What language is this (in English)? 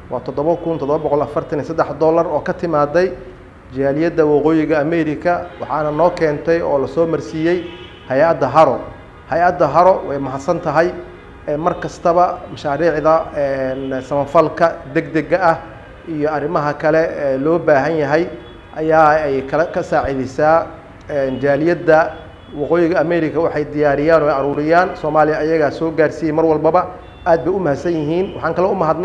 Somali